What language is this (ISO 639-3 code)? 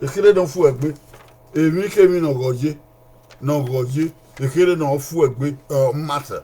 bin